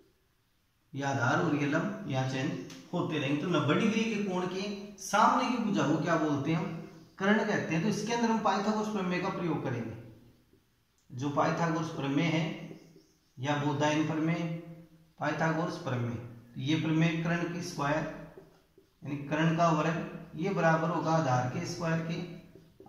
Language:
Hindi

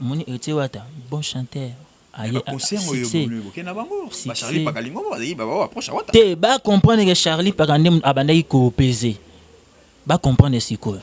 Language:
Lingala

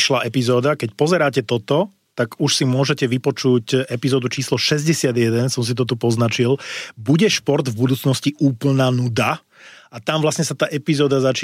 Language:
Slovak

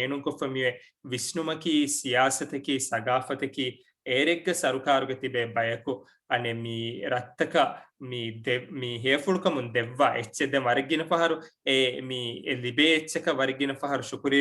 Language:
Divehi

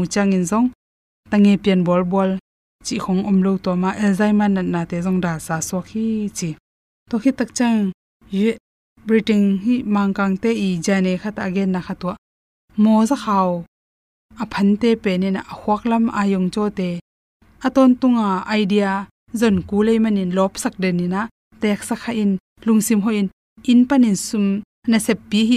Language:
Tedim Chin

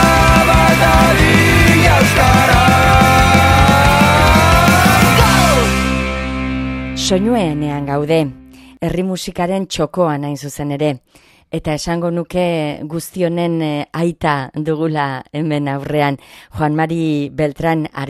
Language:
Basque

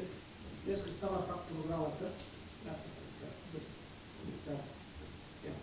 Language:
Bulgarian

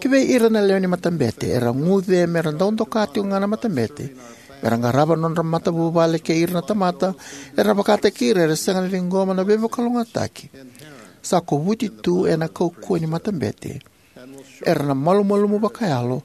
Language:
Fijian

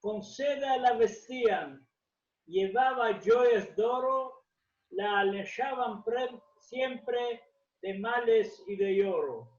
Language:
Ladino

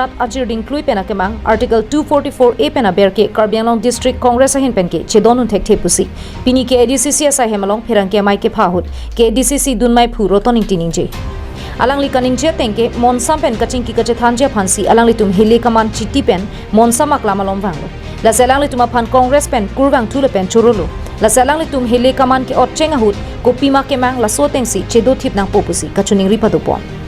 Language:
Karbi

